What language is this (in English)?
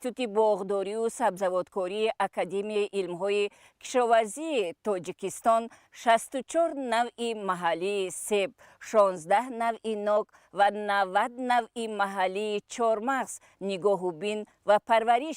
Tajik